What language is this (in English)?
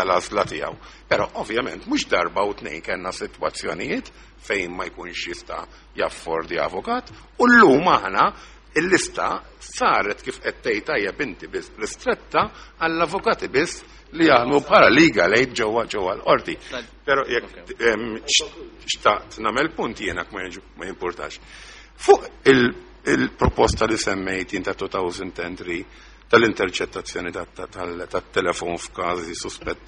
Maltese